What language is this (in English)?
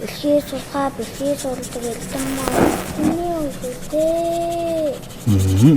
Mongolian